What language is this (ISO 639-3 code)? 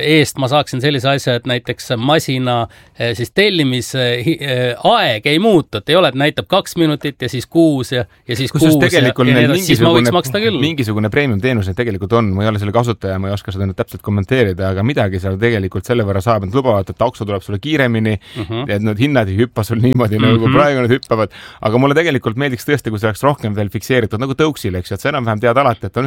est